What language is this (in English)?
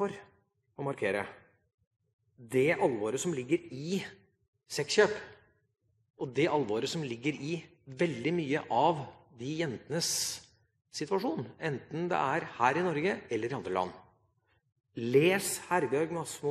Norwegian